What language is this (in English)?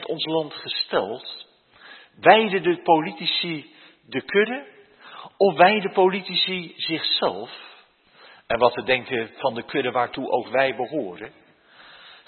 Dutch